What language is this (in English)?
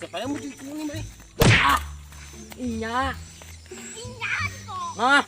Banjar